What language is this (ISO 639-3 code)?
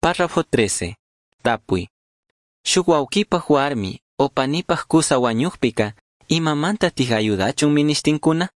qug